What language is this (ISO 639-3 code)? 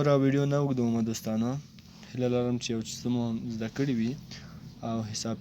pus